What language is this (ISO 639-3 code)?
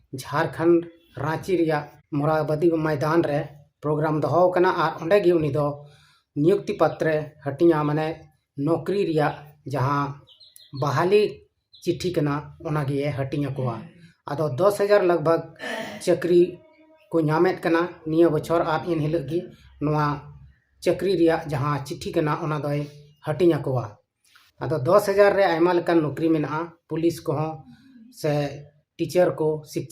sat